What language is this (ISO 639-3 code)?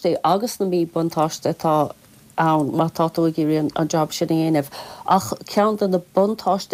gle